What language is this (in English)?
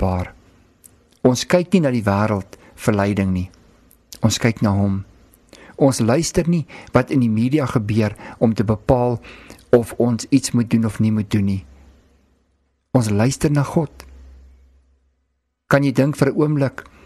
Afrikaans